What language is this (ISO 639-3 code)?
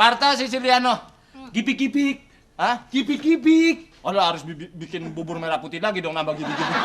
bew